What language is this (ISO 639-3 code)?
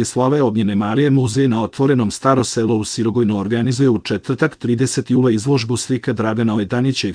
srp